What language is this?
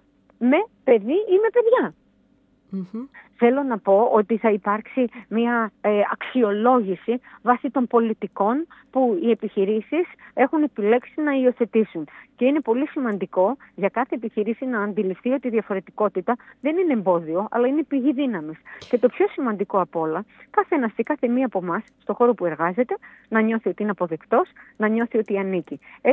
Greek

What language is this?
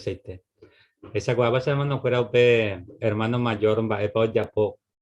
Guarani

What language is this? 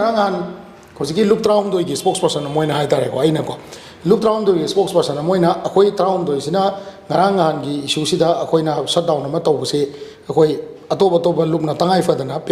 Manipuri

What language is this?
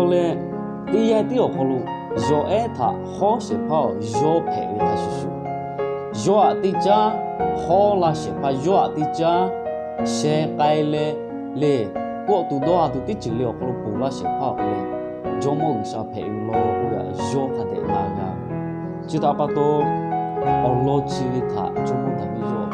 Lahu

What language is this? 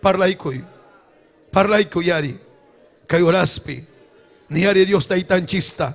Ayacucho Quechua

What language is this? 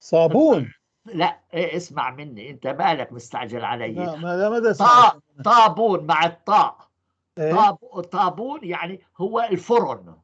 North Levantine Arabic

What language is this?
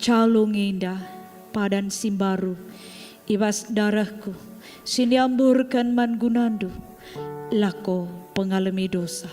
Batak Karo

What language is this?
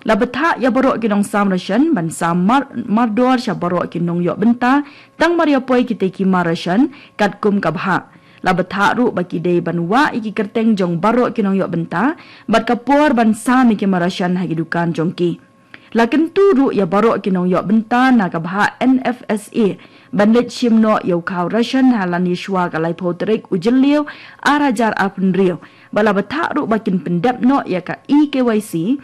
Khasi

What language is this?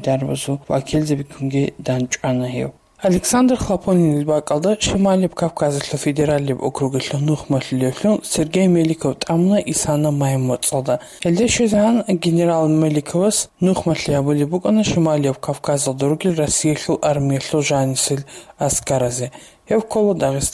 Avaric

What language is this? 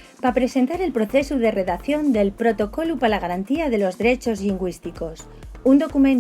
Asturian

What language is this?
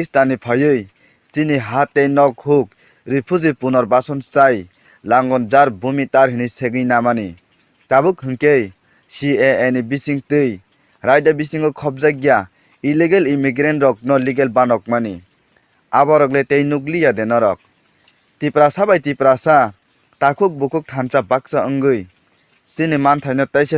Kok Borok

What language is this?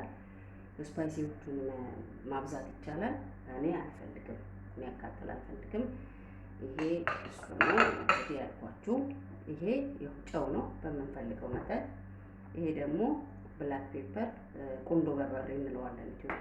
Amharic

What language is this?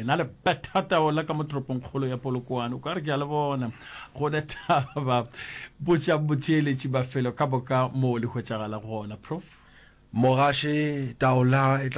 Northern Sotho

